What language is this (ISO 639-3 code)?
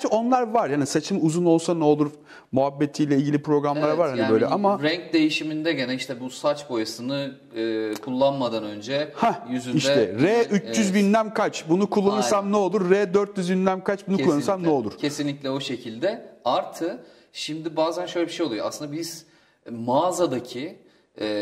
tur